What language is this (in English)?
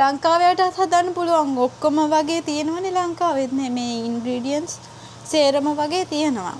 Sinhala